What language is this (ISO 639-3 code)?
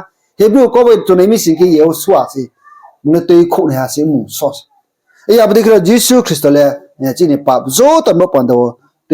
ria